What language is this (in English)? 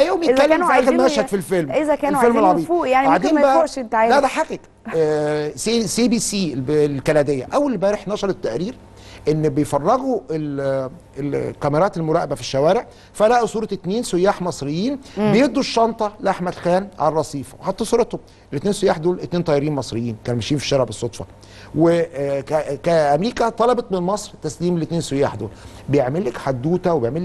Egyptian Arabic